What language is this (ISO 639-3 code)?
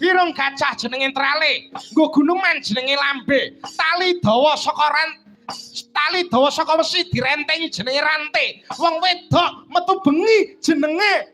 jav